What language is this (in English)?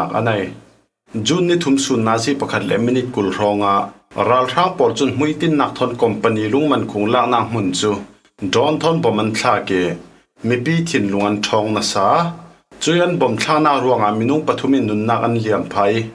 Falam Chin